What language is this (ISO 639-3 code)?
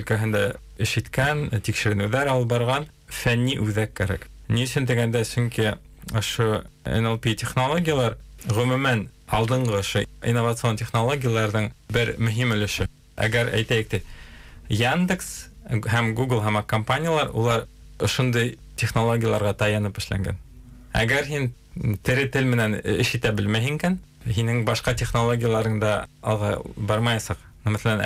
bak